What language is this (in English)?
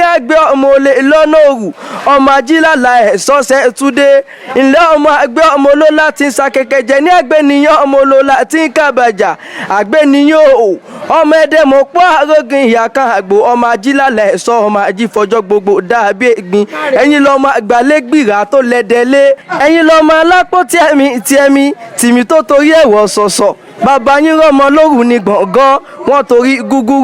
Yoruba